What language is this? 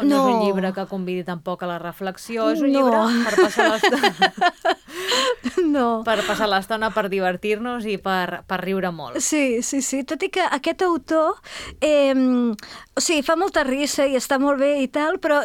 Catalan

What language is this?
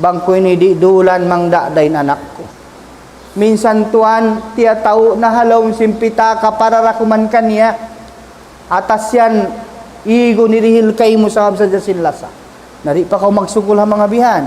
Tausug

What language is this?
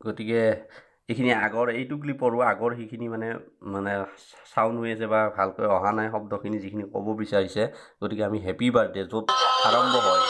Assamese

